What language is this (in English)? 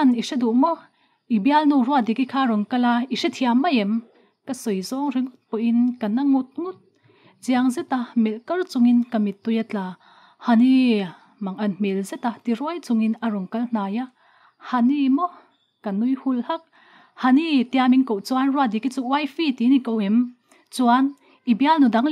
Mizo